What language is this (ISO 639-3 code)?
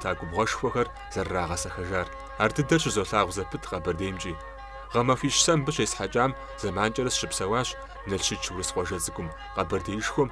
kbd